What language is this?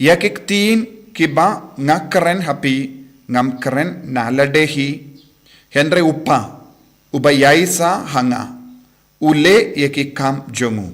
Khasi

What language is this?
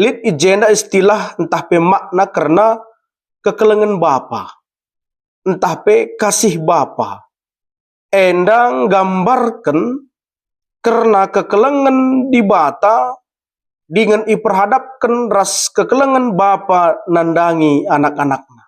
Batak Karo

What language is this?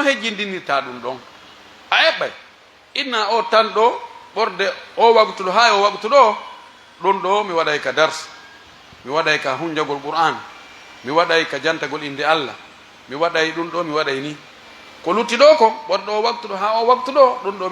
Pular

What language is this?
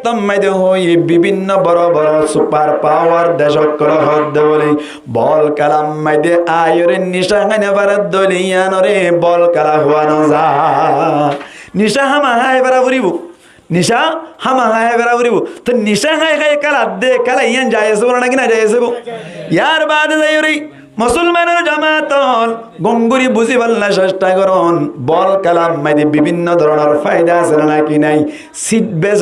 Rohingya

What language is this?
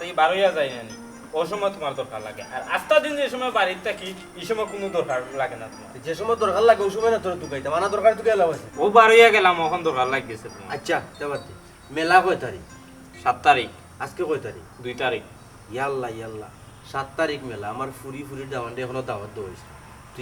Sylheti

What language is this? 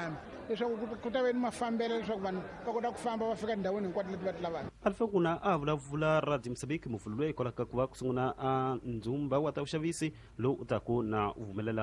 Tsonga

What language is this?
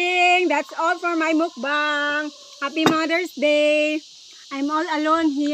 Cebuano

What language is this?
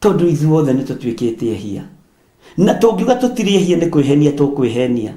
Kikuyu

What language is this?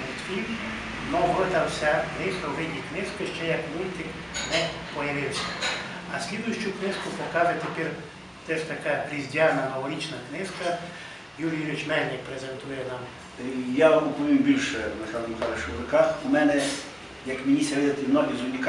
Rusyn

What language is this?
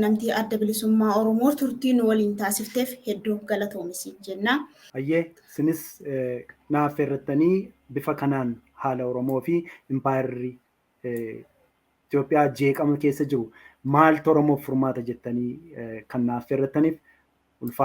Oromo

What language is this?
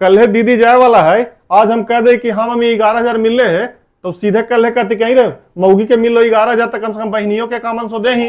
Magahi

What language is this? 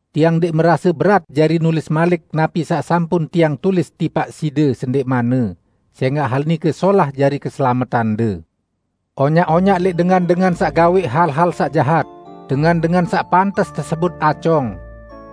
Sasak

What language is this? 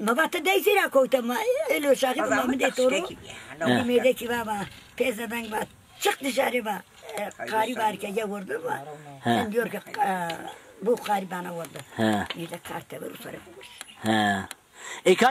Zaza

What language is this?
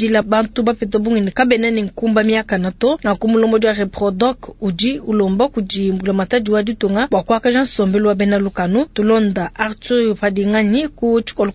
Luba-Lulua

